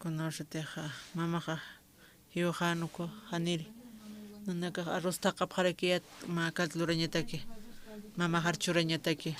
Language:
Aymara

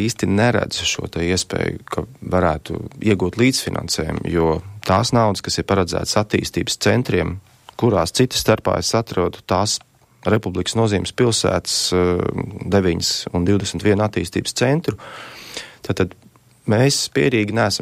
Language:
Latvian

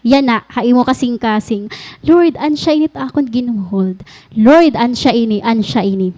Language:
Waray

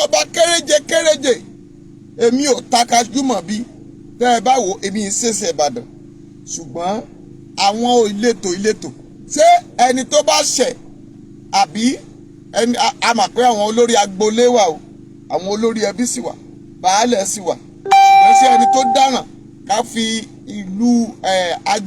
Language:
Yoruba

